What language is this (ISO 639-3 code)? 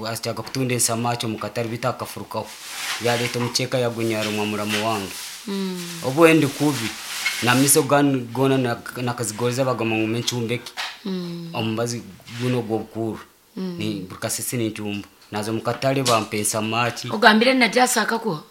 nyn